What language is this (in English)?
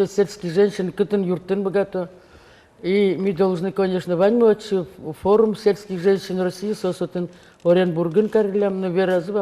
Udmurt